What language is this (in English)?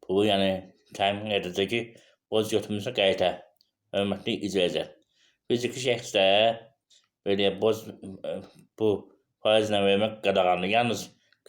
Azerbaijani